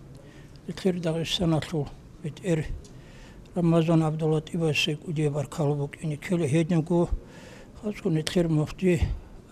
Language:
Avaric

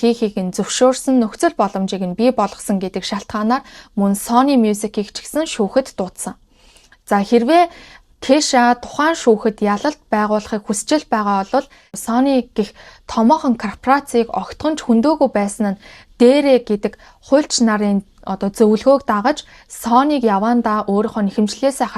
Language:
Mongolian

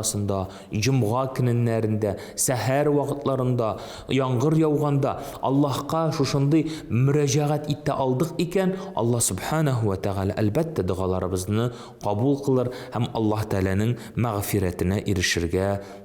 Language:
Tatar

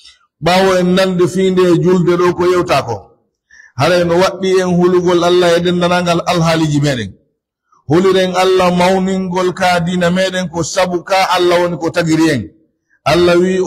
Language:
Pular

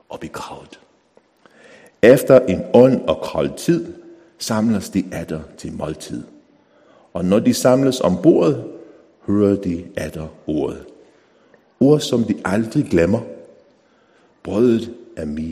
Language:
Danish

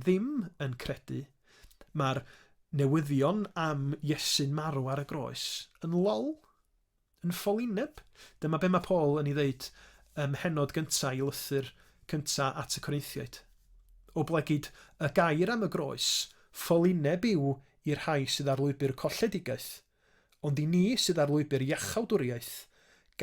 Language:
Welsh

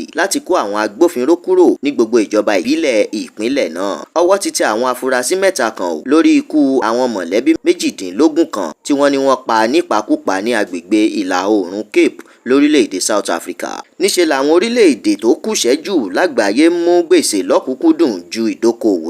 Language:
Yoruba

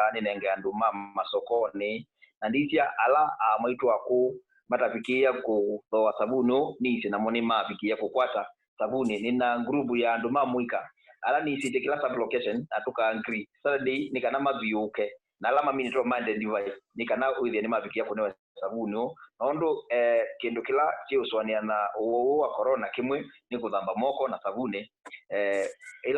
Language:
Kamba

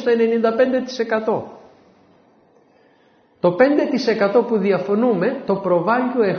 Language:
Greek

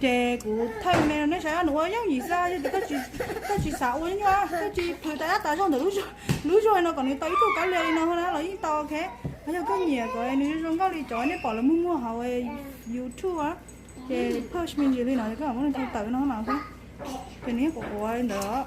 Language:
Hmong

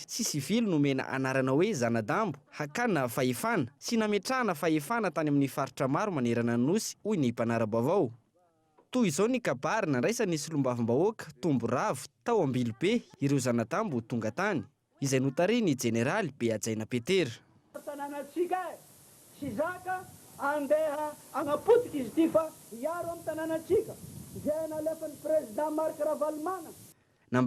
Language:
Malagasy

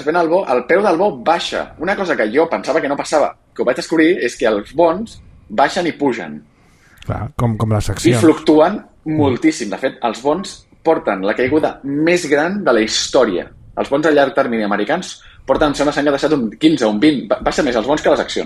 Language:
Catalan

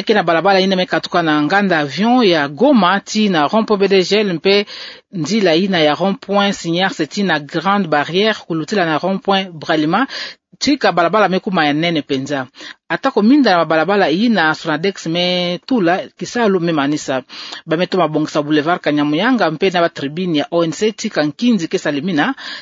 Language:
Kituba (Democratic Republic of Congo)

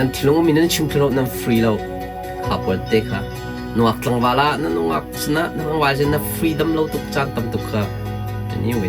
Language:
Hakha Chin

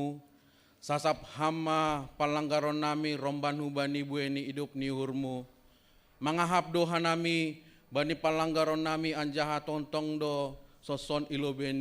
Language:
Batak Simalungun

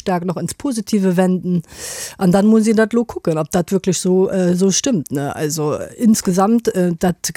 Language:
Luxembourgish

